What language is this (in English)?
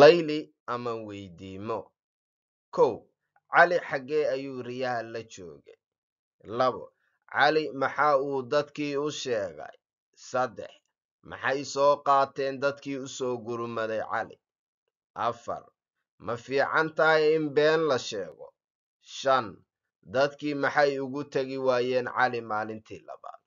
Somali